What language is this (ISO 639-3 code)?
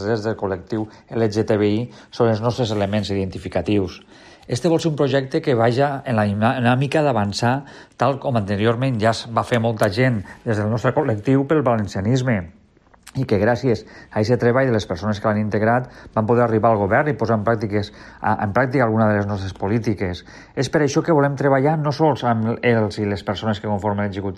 cat